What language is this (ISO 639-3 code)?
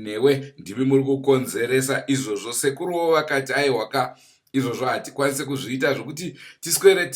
sna